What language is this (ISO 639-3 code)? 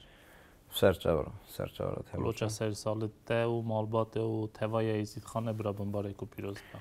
kur